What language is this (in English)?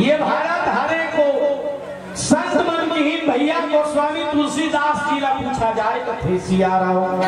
Chhattisgarhi